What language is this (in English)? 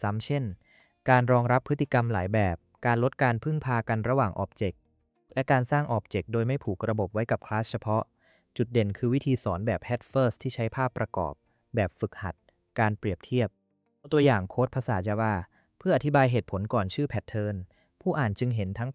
Thai